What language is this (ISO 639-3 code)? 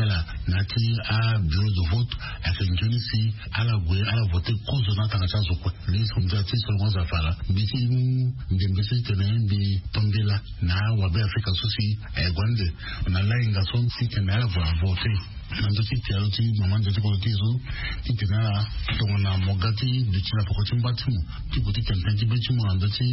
sag